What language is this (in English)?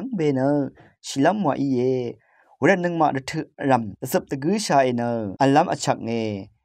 Rawang